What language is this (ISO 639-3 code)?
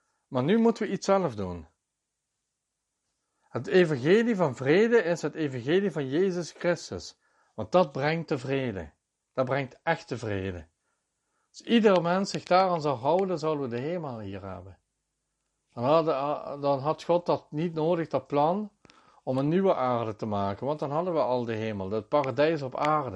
nld